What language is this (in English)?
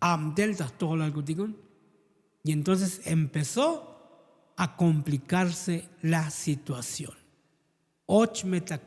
Tzotzil